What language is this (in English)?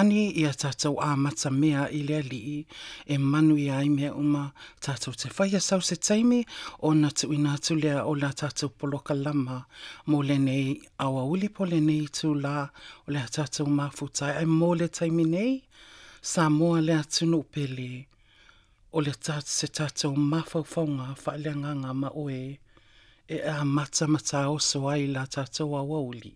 Samoan